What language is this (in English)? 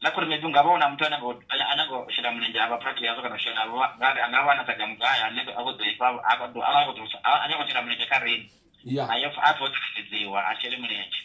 Venda